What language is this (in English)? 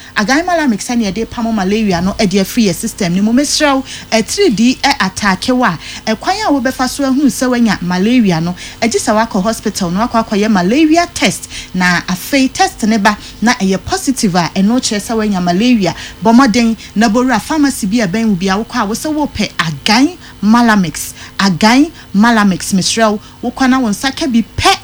Akan